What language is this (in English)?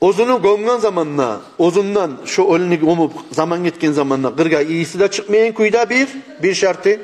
Kumyk